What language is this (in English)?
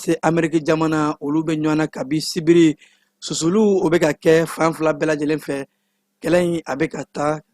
Bambara